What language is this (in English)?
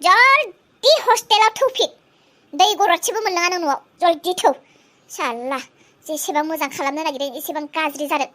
Bodo